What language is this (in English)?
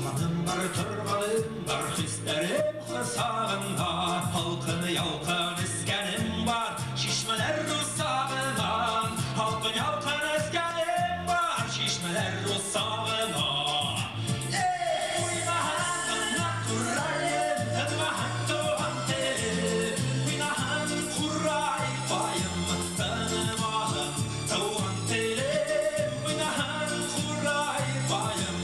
Bashkir